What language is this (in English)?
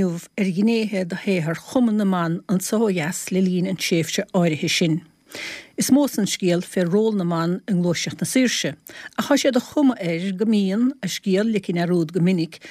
Irish